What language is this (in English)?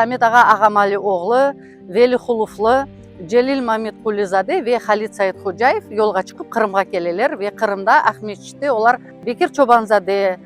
Crimean Tatar